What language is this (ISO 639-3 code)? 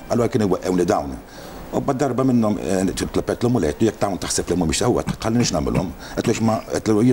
mlt